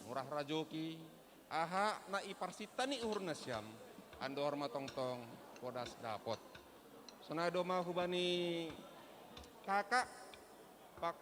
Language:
Batak Simalungun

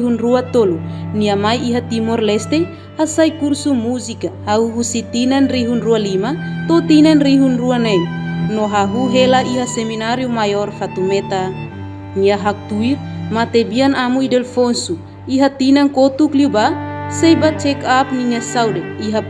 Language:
Tetum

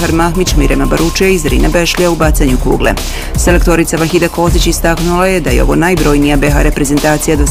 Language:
Bosnian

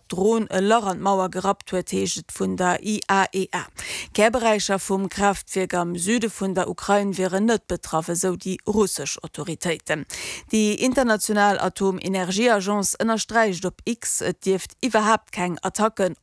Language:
Luxembourgish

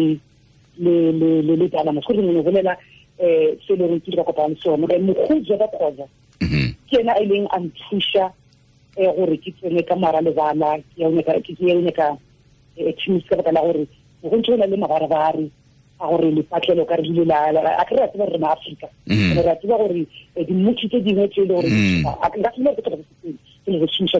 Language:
Tswana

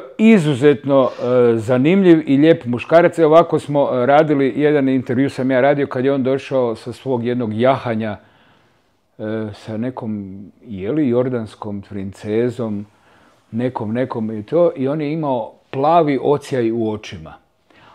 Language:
Croatian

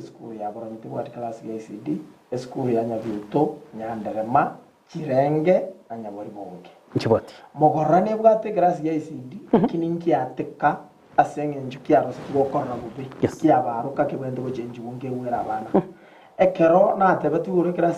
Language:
Gusii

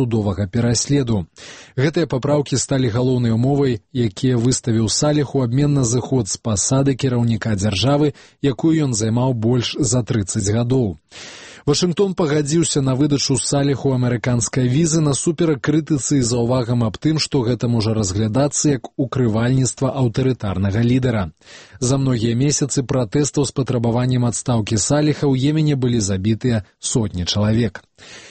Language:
Belarusian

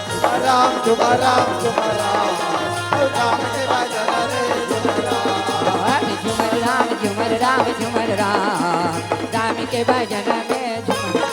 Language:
Chhattisgarhi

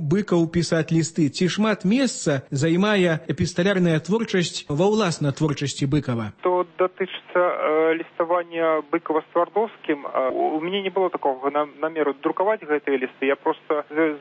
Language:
Belarusian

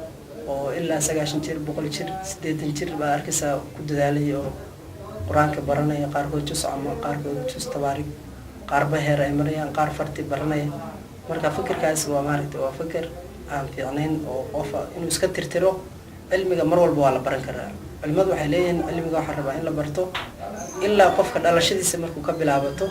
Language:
Somali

